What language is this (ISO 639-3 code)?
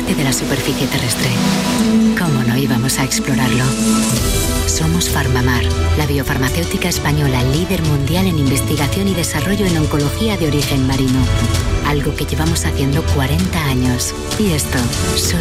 spa